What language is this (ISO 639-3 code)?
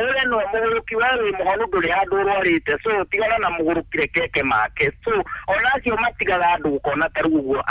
kik